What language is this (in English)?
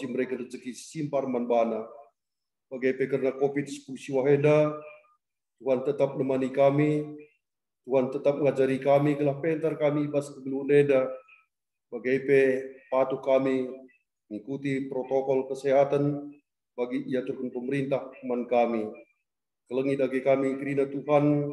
Batak Karo